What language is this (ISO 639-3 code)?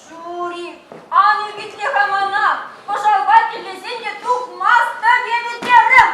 chv